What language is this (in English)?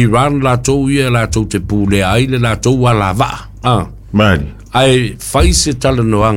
Samoan